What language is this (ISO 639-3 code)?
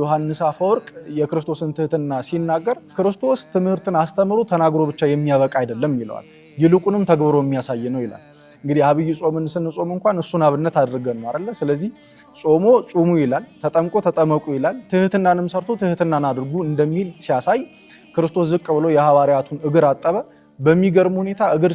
amh